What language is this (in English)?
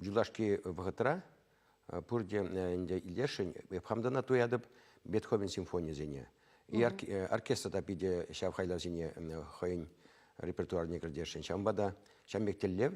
Chuvash